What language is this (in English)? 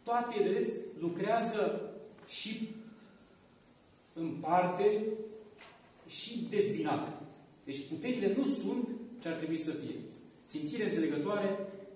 Romanian